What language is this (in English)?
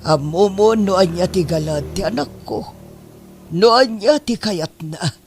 Iloko